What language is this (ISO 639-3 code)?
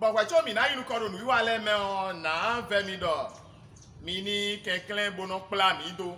fon